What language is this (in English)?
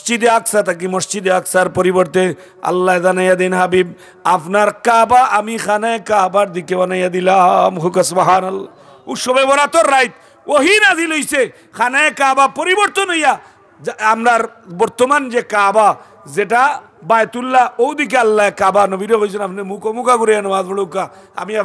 Sylheti